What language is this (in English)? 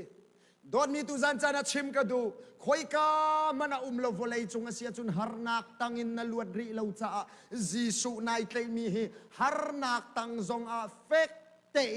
Hakha Chin